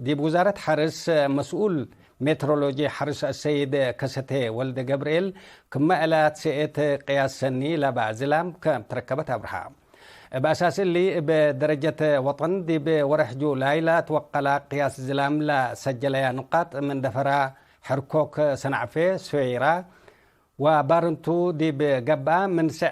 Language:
Tigre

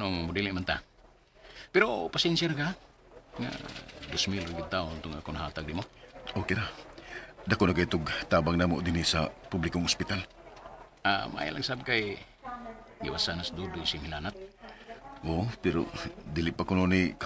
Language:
Cebuano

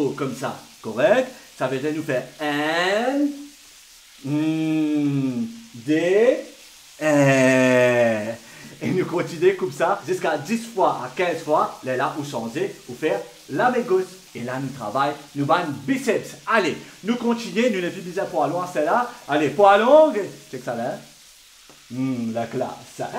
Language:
Morisyen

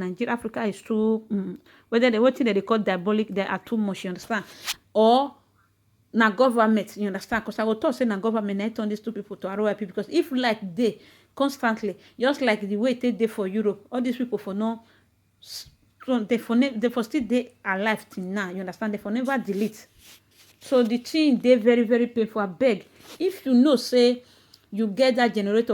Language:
Nigerian Pidgin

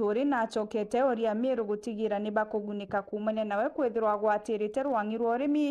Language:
Meru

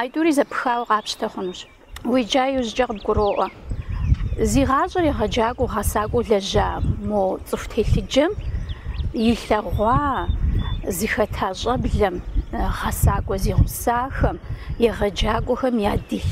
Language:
Kabardian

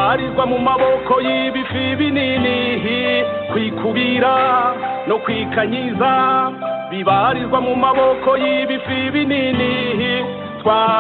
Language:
Kinyarwanda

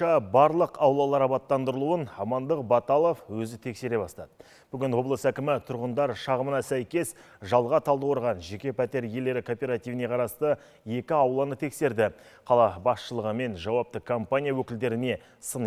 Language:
Kazakh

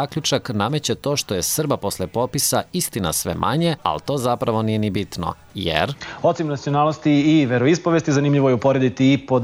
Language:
Serbian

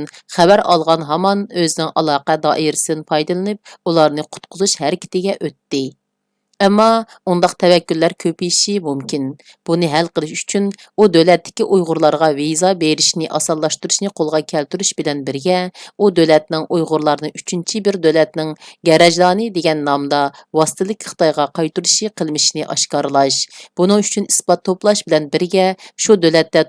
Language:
Uyghur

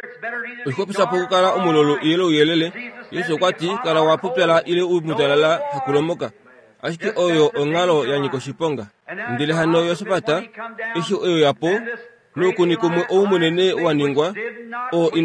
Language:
Kuanyama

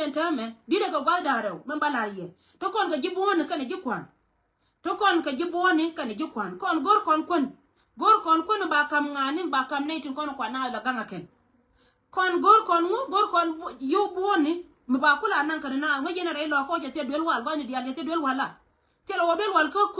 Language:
Nuer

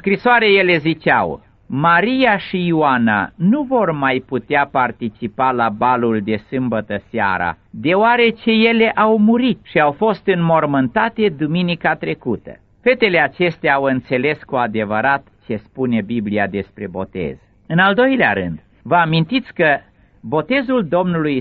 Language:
Romanian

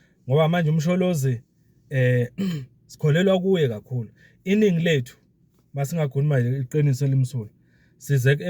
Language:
Zulu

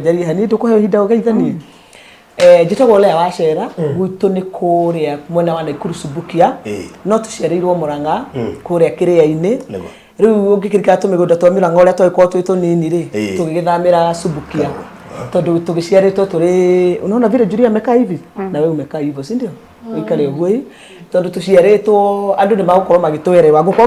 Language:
Kikuyu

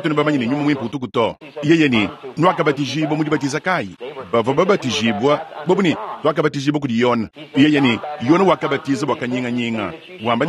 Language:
Luba-Lulua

